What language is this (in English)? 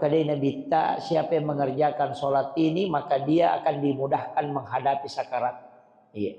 Buginese